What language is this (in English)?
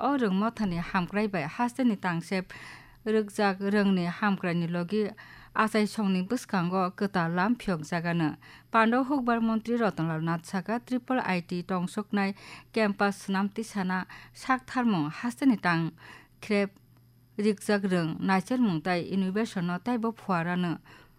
Kok Borok